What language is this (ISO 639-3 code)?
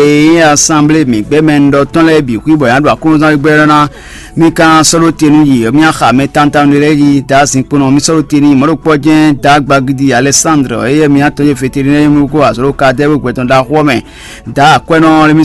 fon